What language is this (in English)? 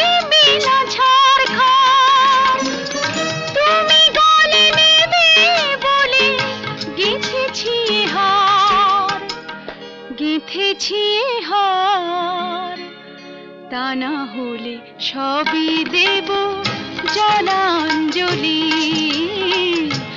Bangla